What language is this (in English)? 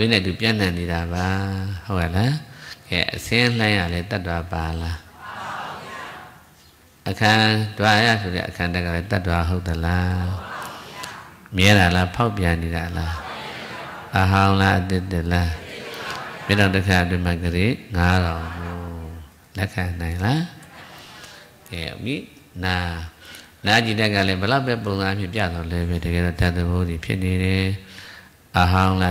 Burmese